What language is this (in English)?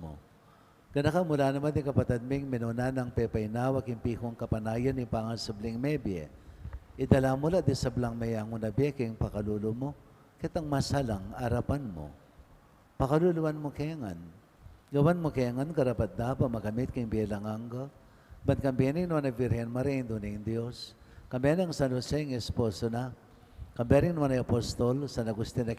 Pampanga